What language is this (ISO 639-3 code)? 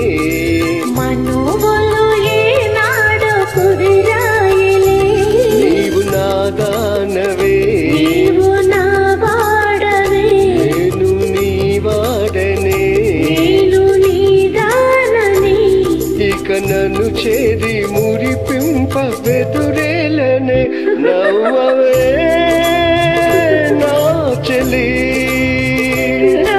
tel